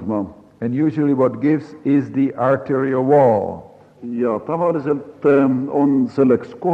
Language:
Estonian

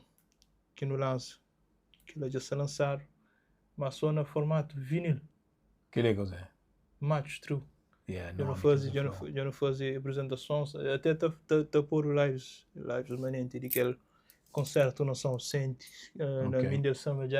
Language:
Kabuverdianu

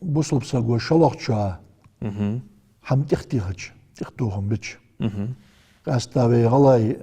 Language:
Ingush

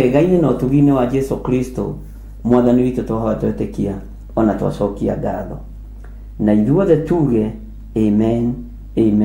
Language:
Kikuyu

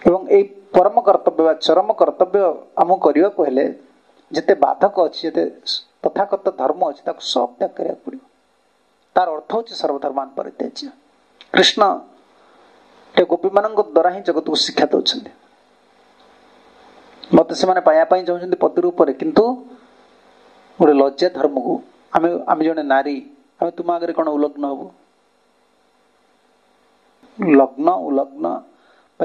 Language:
Odia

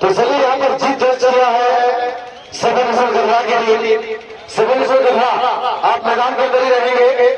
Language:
Santali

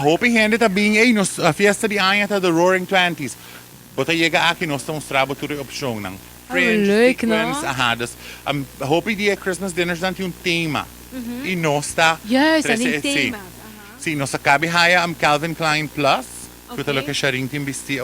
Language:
Papiamento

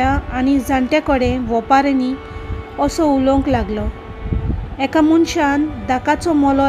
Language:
Konkani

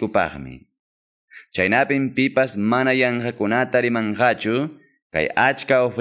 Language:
Quechua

